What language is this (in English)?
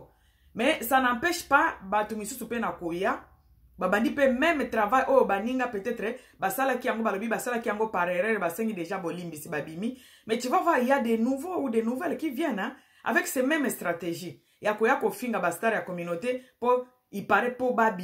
Lingala